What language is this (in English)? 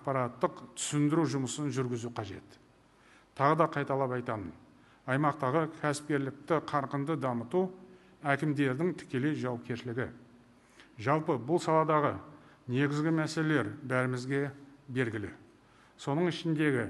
Kazakh